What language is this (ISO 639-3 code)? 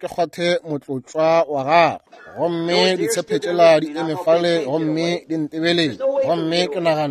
nso